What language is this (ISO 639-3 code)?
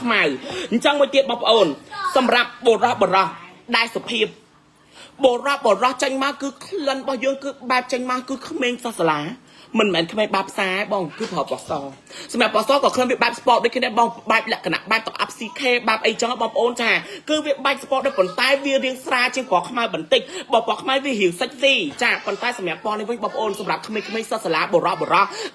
khm